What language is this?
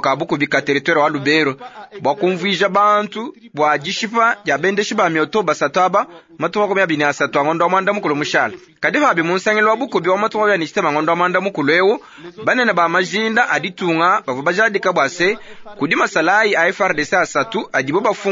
Luba-Lulua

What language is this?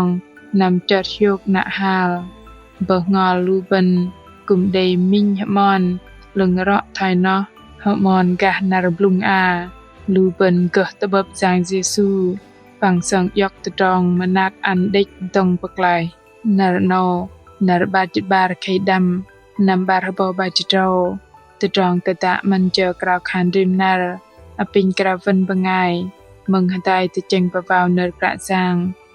Bahnar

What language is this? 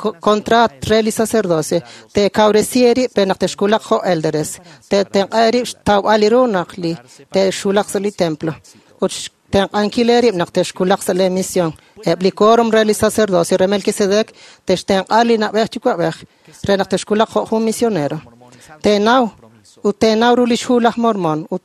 Kekchí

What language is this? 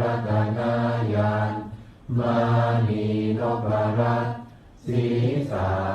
Pali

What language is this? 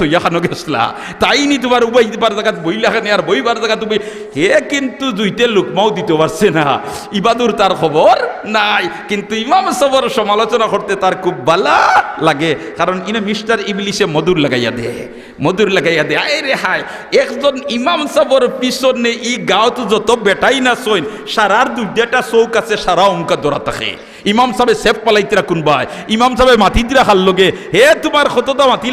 Sylheti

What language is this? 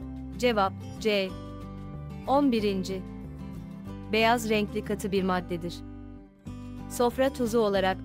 Turkish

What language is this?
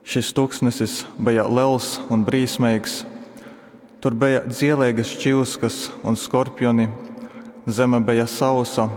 Latgalian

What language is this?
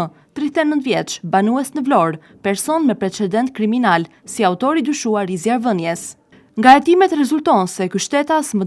Albanian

